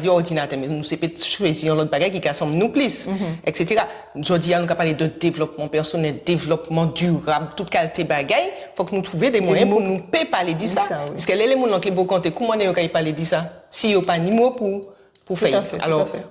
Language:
Guadeloupean Creole French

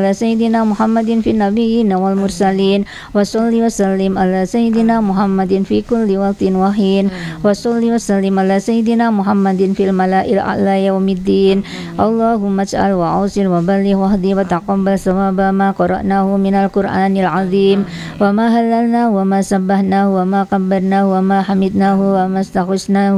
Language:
Arabic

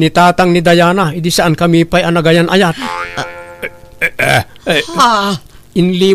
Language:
Iloko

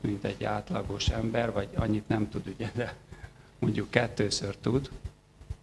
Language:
Hungarian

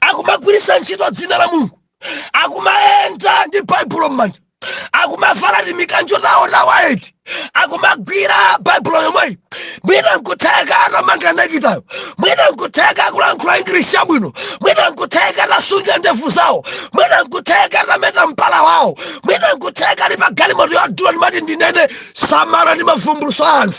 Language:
Nyanja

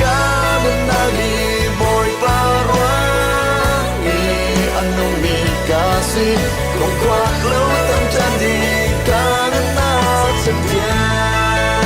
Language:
Falam Chin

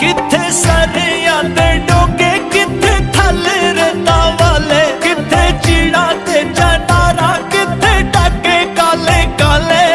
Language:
Pahari-Potwari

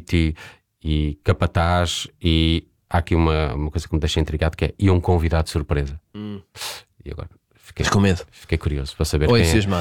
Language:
Portuguese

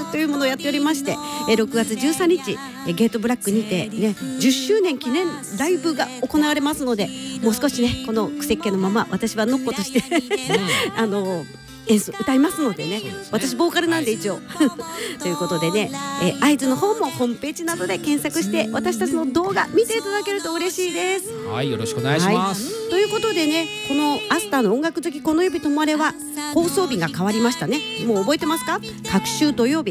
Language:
Japanese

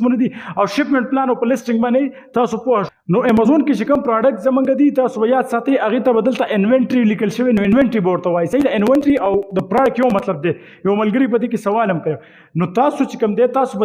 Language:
Pashto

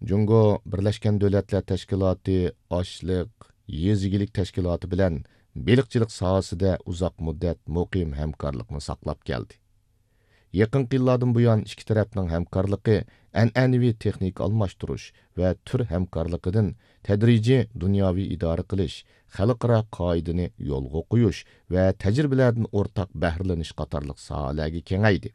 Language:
Uyghur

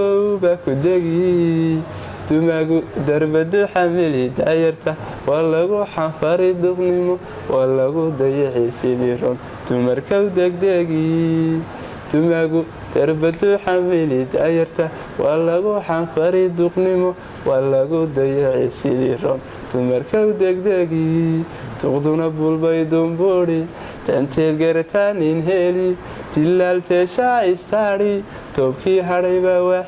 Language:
Somali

